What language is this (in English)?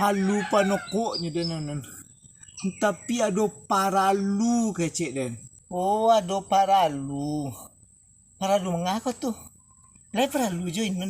Minangkabau